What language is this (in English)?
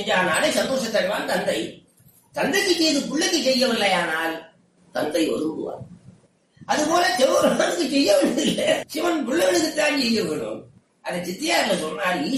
Tamil